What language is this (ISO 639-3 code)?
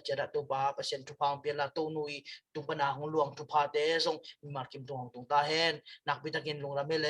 ctd